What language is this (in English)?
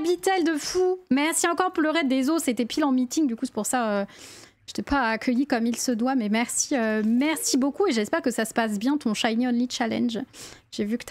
French